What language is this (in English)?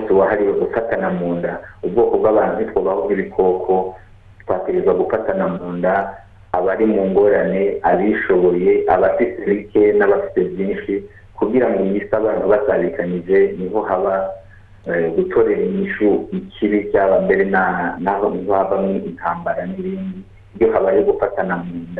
Rundi